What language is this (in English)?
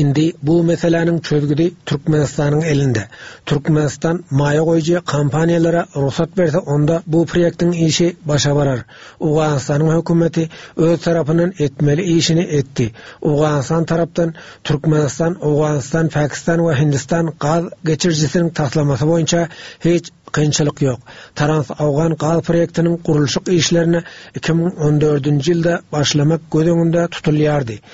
Turkmen